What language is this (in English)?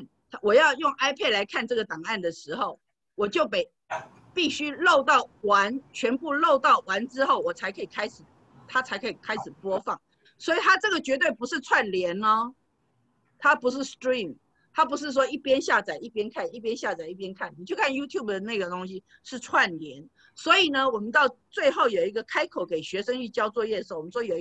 Chinese